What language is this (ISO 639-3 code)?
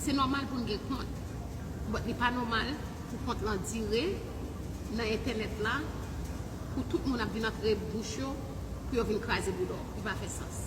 hat